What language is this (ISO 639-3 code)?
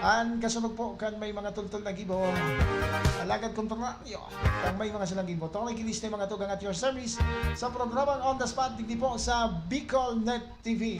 bik